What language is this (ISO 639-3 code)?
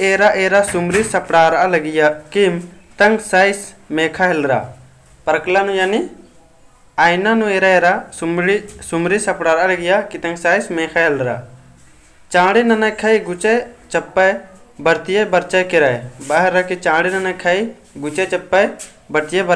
kru